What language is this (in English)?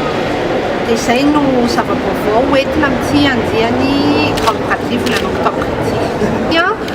Malagasy